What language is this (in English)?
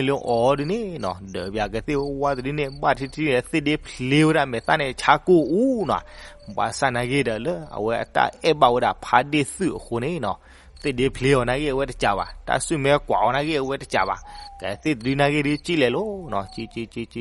S'gaw Karen